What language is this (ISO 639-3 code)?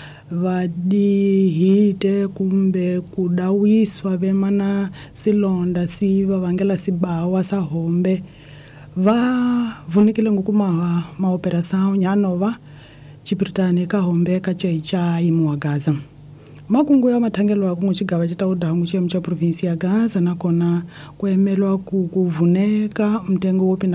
tso